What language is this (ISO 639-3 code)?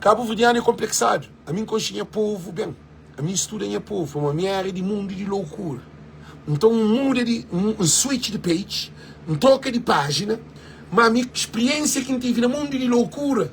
kea